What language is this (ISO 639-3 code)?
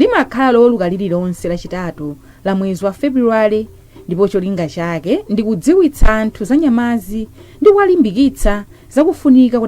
nya